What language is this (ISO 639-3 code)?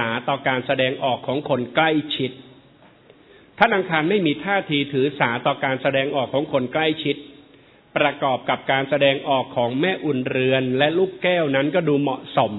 tha